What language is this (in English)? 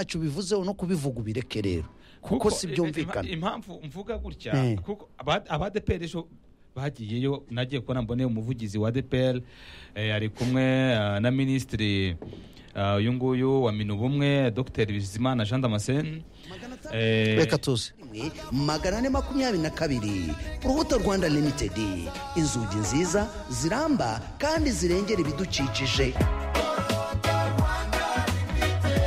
Kinyarwanda